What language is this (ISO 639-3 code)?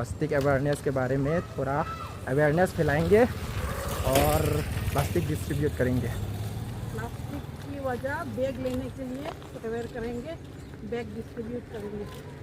mjw